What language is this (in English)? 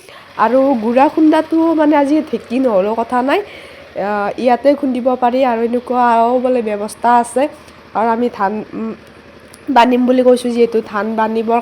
Assamese